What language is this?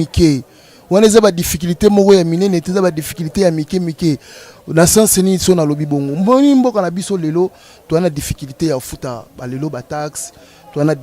Lingala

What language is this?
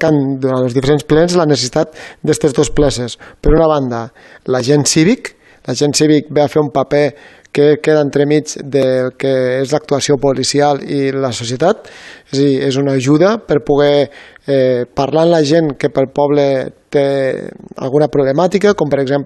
Catalan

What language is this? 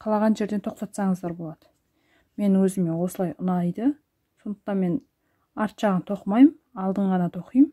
Kazakh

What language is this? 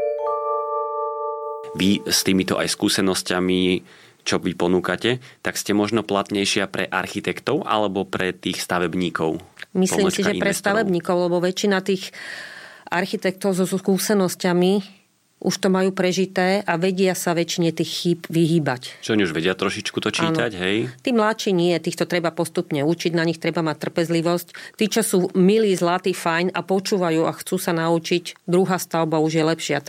Slovak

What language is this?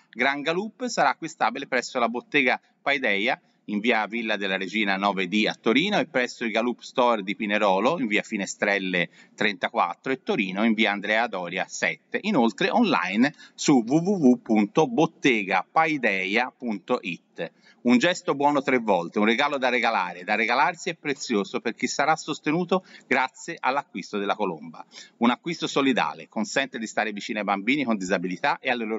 Italian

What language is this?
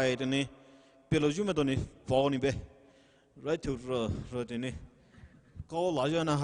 Poumei Naga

